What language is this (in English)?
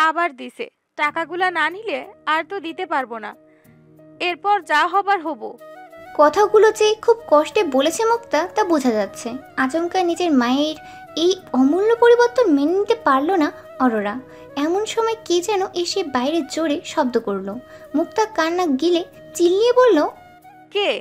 Bangla